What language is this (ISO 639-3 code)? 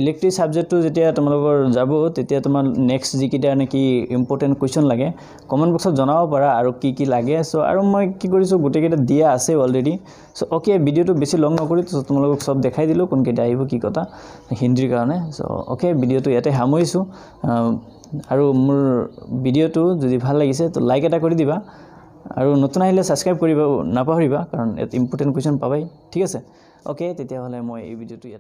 asm